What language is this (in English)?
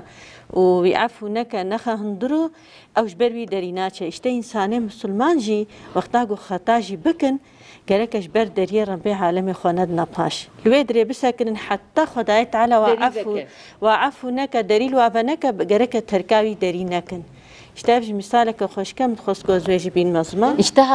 Kurdish